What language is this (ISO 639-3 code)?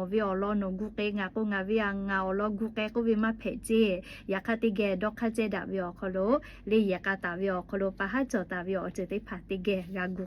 lhu